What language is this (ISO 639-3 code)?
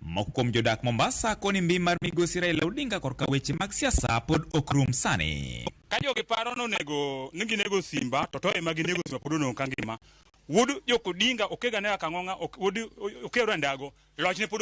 luo